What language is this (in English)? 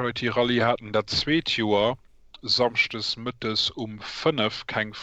Luxembourgish